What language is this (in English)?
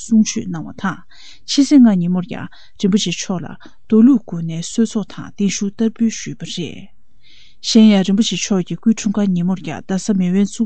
Tibetan